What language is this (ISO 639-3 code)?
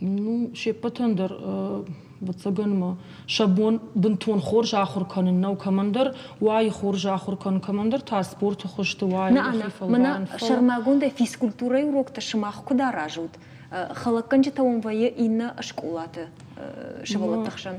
oss